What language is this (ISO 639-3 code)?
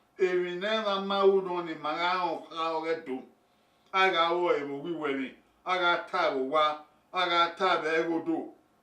bin